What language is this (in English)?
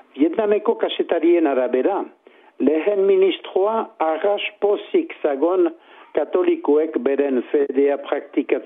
Basque